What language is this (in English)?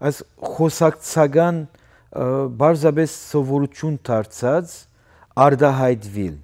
Western Armenian